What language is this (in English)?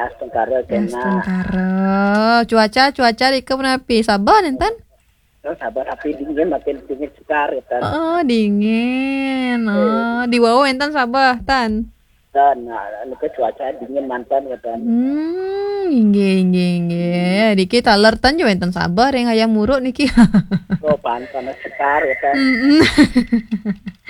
Balinese